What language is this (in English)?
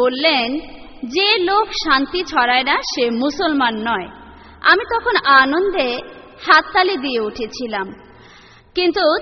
Bangla